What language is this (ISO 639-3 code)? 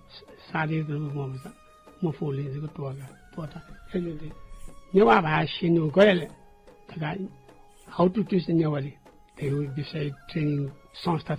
new